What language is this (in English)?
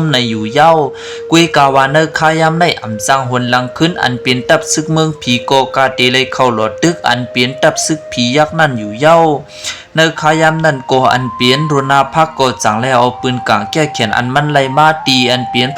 Shan